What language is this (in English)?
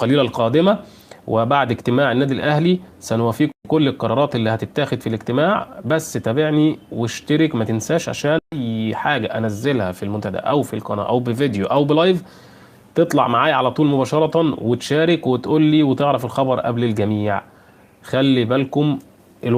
Egyptian Arabic